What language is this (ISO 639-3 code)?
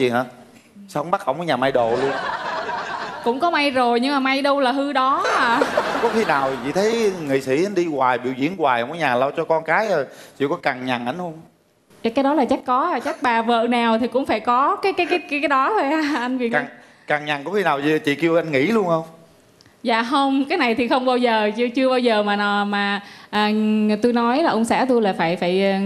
vie